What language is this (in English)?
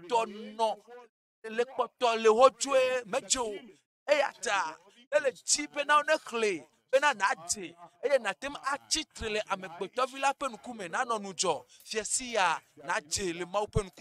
Ewe